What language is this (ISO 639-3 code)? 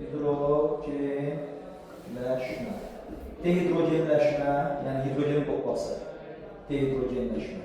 aze